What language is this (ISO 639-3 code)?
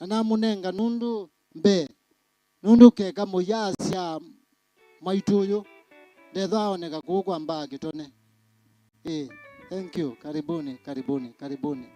kam